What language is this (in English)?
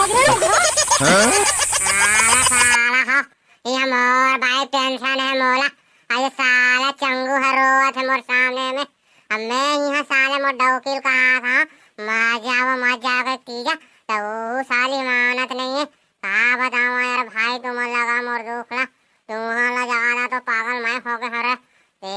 Chhattisgarhi